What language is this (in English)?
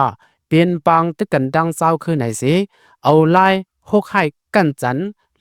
Lao